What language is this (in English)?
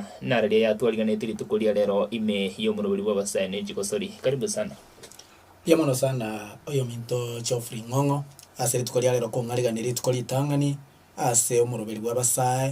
Gusii